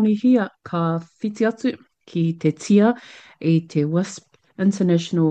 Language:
Māori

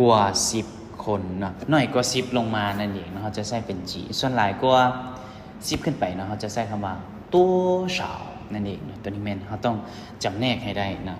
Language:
Lao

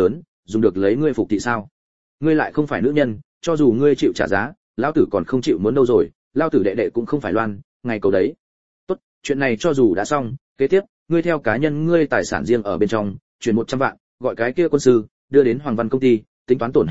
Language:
Vietnamese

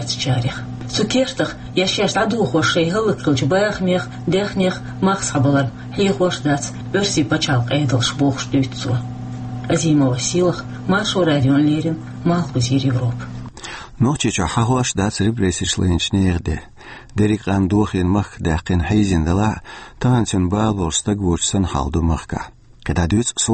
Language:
Chechen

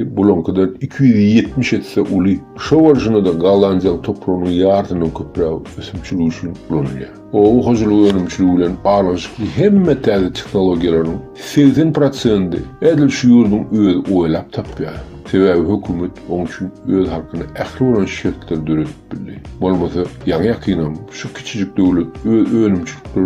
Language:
Turkmen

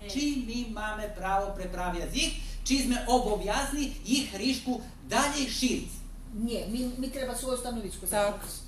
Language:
Rusyn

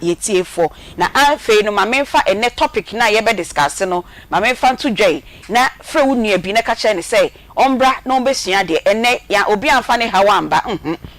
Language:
Akan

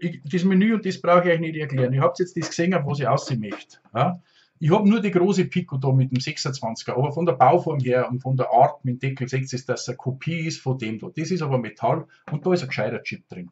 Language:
Bavarian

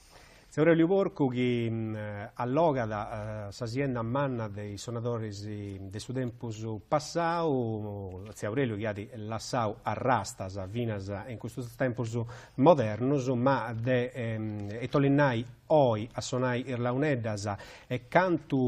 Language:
Sardinian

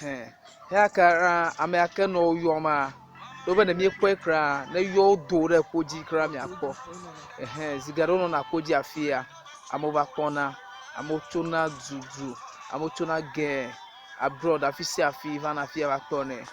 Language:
Ewe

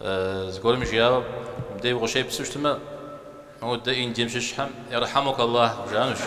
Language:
Kabardian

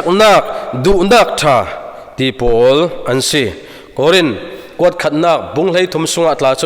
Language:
Falam Chin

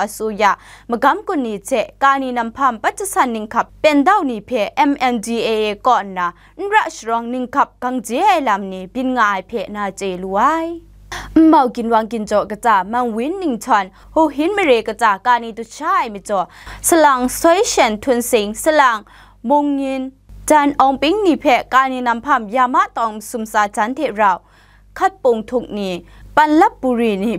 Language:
Kachin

